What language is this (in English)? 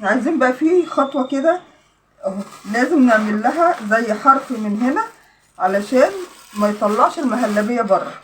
Egyptian Arabic